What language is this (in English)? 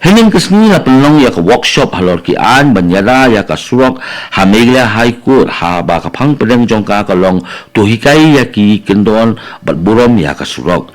Khasi